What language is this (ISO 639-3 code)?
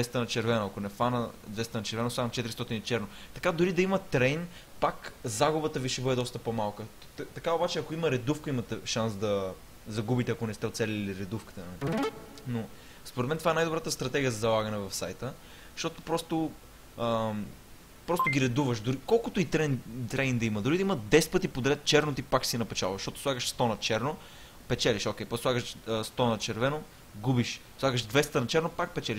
bul